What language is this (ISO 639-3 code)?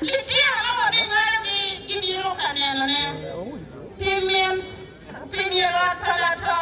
ach